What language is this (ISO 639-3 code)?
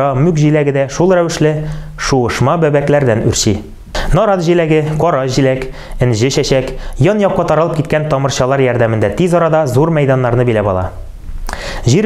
tat